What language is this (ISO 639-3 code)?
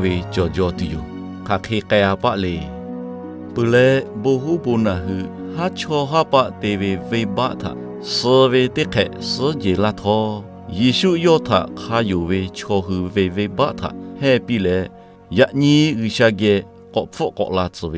lhu